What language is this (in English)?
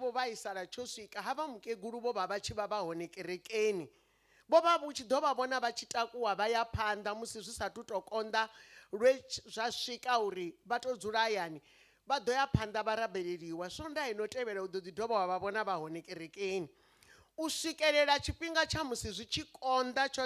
Venda